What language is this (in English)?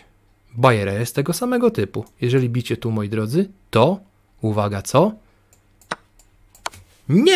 Polish